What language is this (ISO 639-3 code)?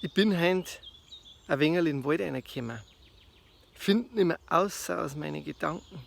bar